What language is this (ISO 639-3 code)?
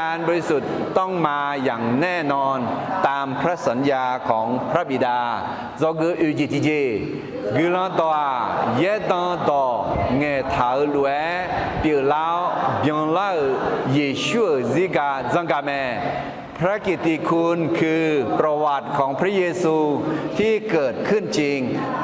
ahk